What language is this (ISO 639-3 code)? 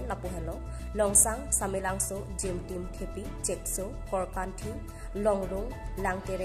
mjw